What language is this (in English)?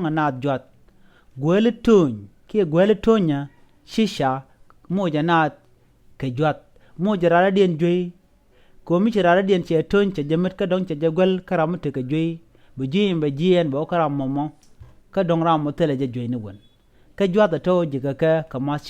Nuer